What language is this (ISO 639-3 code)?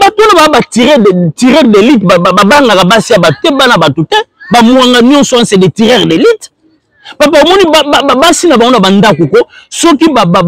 lin